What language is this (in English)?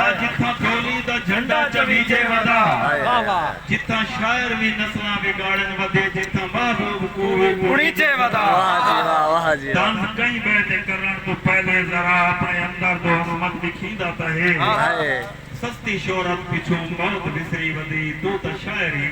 Saraiki